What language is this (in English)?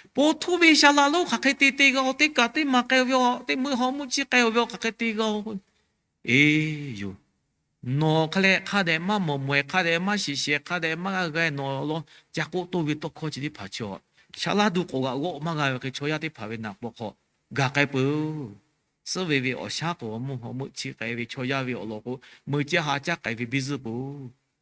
Lahu